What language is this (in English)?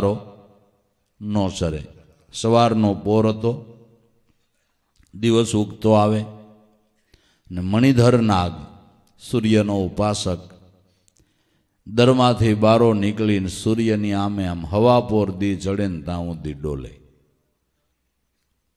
Gujarati